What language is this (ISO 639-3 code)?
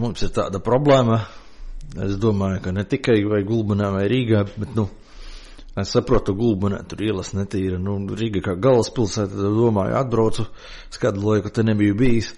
lav